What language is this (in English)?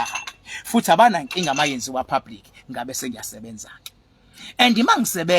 Zulu